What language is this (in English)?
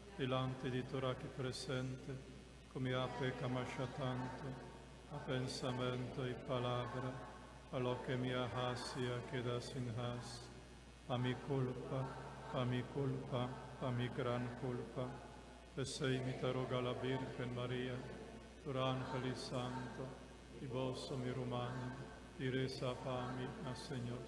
Papiamento